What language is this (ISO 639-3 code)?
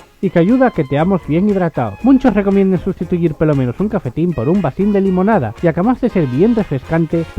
ast